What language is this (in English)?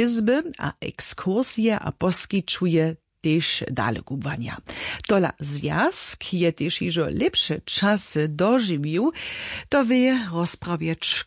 Upper Sorbian